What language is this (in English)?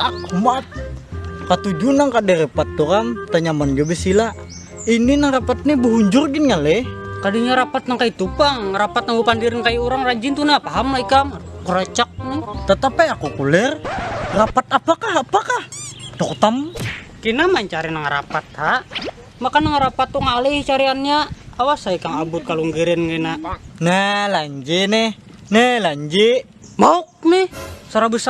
Banjar